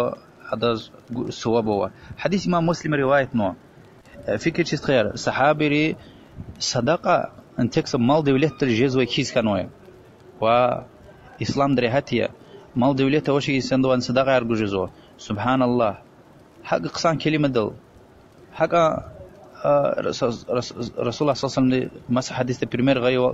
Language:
Lezghian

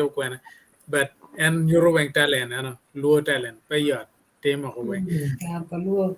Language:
Acoli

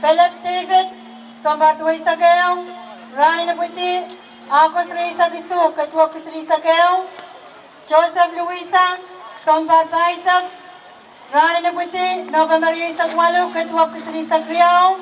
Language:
Pohnpeian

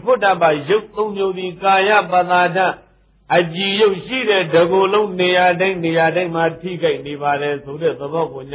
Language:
Burmese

